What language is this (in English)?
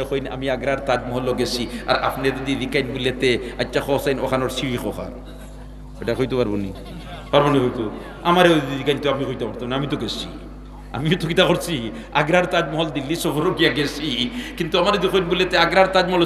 Sylheti